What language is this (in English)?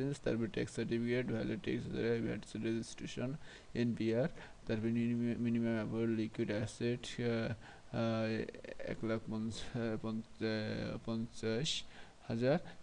Bangla